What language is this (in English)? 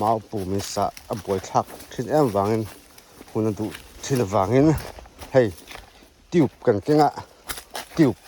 Mizo